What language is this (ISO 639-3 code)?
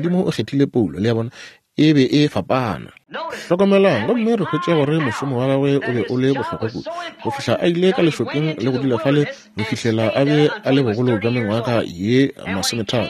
nso